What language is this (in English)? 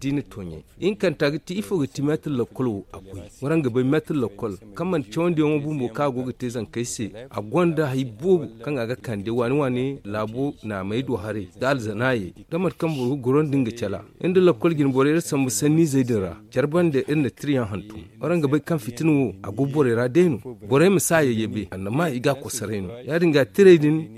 Zarma